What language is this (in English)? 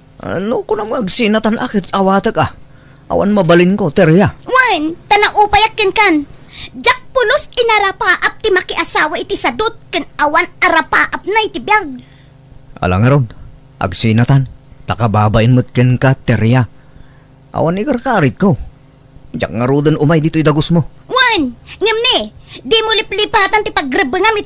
Iloko